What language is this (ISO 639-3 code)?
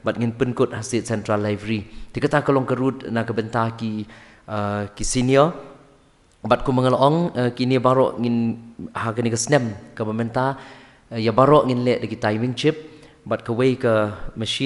kha